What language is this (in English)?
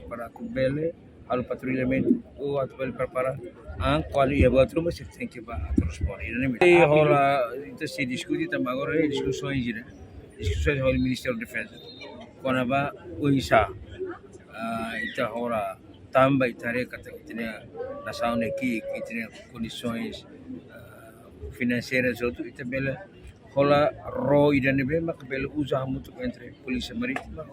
Tetum